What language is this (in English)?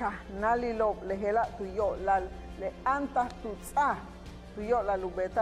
Yucateco